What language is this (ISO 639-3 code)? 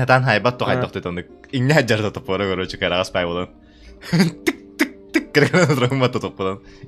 sah